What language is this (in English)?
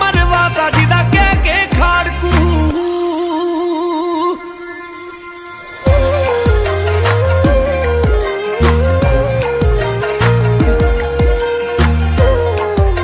Punjabi